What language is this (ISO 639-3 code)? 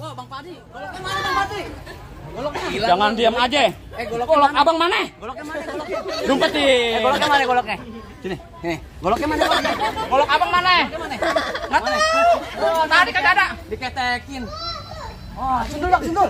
bew